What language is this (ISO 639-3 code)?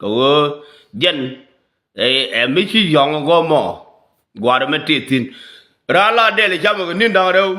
nus